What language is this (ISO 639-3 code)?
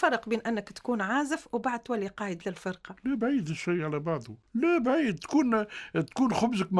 aeb